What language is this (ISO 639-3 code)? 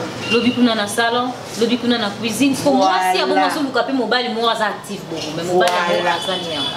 lin